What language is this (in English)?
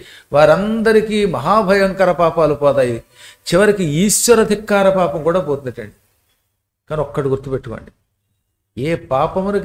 Telugu